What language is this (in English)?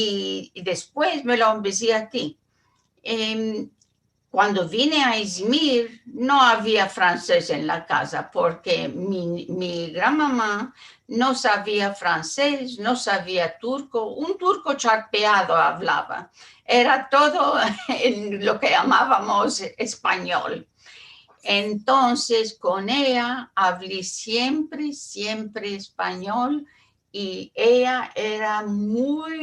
Ladino